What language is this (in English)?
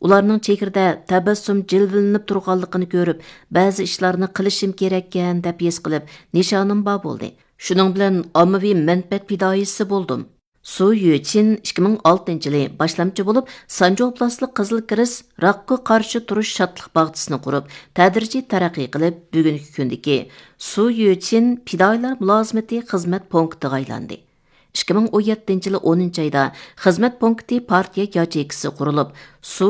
Uyghur